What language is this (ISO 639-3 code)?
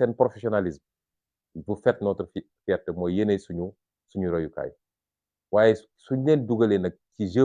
wol